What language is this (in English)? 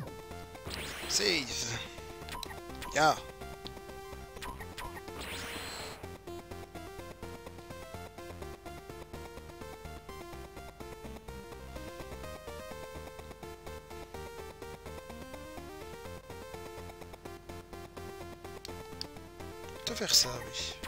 French